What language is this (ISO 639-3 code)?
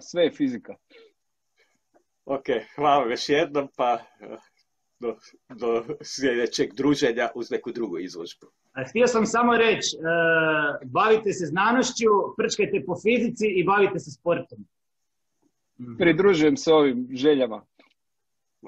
hrv